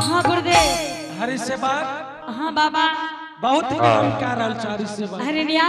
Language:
Angika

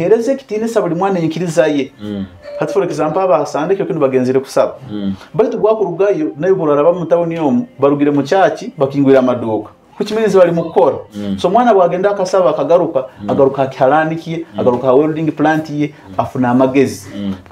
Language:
Nyoro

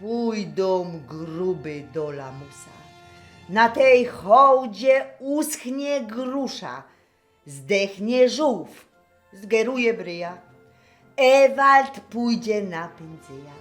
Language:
Silesian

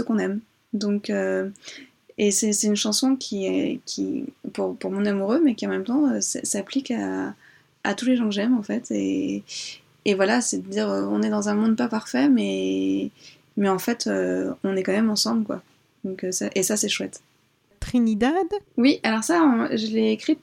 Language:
French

